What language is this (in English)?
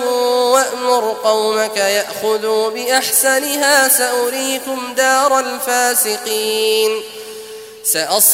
Arabic